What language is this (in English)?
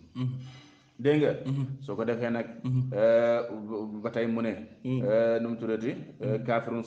Wolof